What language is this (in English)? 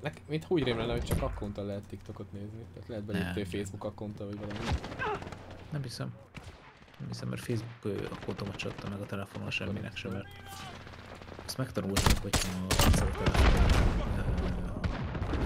Hungarian